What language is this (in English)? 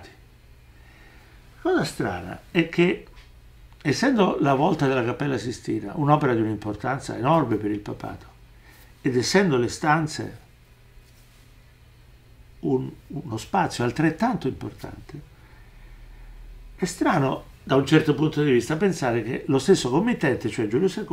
Italian